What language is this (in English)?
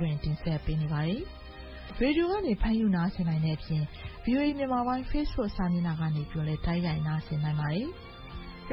Burmese